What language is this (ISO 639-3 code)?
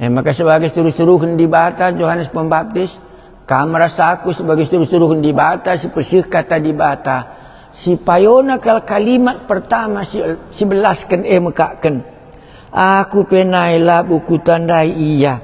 btx